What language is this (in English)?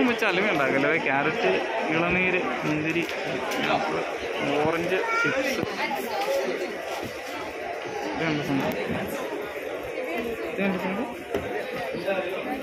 Malayalam